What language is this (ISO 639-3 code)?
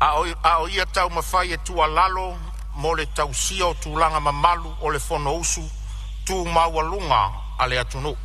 smo